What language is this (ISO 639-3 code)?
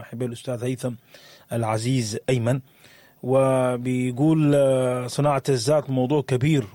apd